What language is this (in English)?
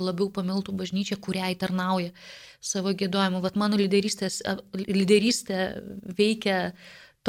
Lithuanian